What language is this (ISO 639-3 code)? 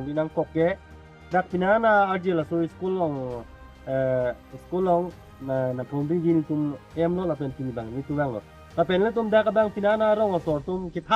mjw